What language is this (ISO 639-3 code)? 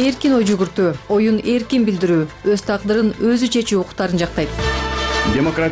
kir